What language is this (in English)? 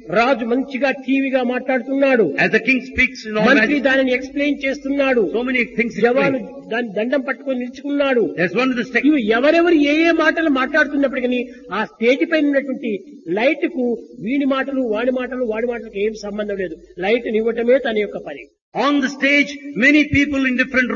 Telugu